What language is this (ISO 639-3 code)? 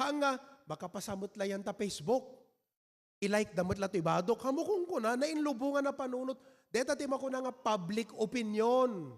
ilo